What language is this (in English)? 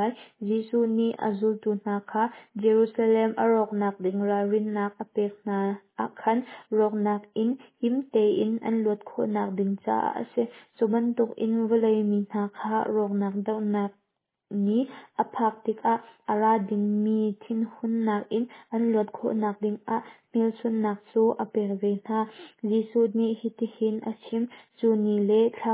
Hakha Chin